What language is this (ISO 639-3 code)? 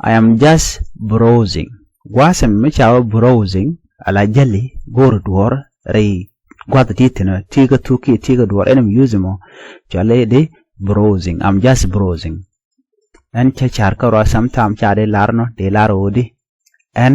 nus